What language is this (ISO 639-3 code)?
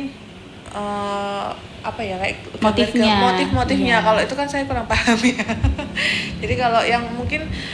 ind